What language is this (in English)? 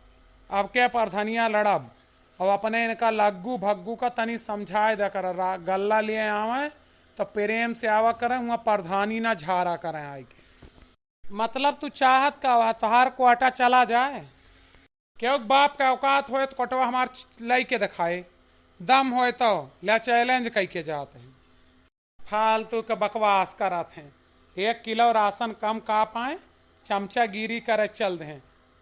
Awadhi